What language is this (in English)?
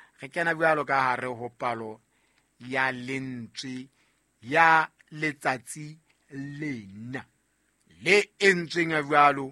Southern Sotho